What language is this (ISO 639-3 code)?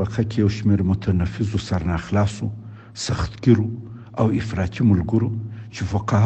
pus